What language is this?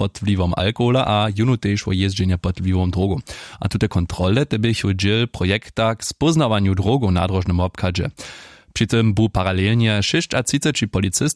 Upper Sorbian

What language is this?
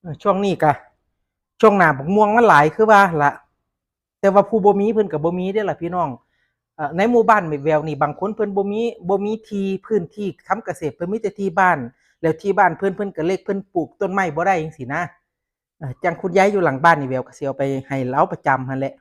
Northeastern Thai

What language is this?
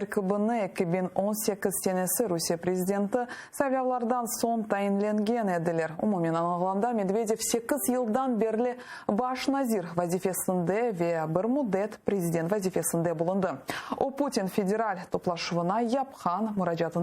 Crimean Tatar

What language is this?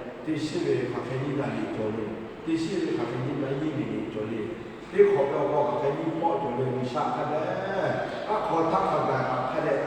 Lahu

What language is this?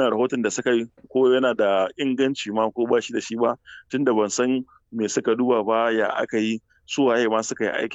Hausa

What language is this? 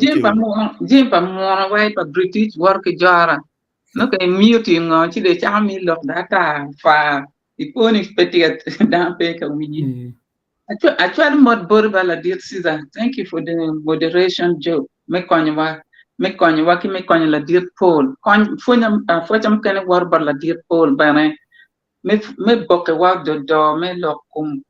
Acoli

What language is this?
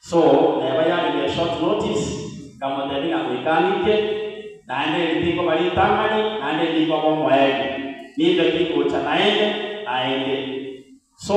Gusii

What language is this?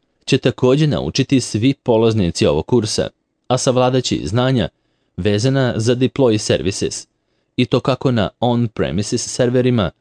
Serbian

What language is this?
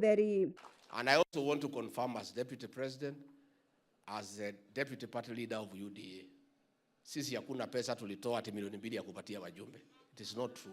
Meru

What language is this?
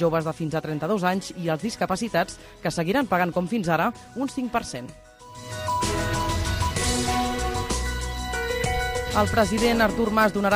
Catalan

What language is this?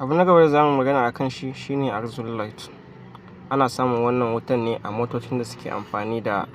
Hausa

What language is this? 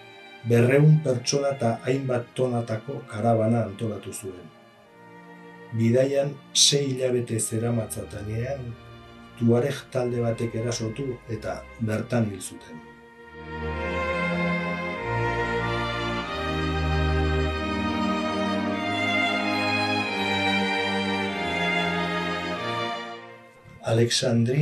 Basque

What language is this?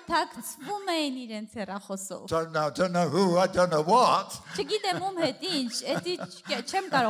Armenian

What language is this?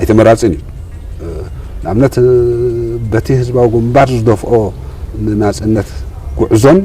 Tigrinya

